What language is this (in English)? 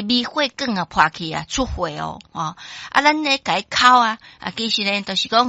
Min Nan Chinese